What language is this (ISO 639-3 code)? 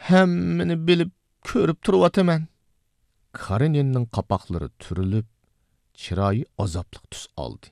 uig